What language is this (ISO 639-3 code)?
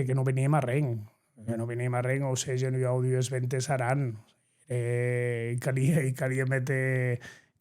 oci